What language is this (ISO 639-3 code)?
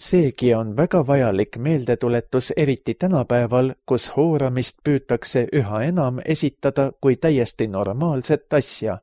est